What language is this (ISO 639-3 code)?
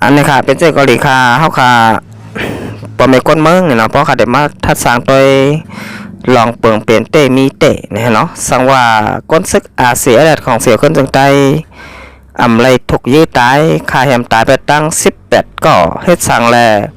shn